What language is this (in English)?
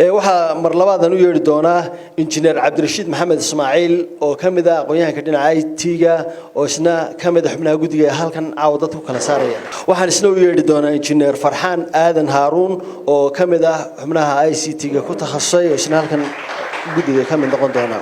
Somali